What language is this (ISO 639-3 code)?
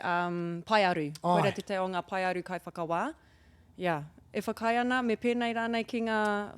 mri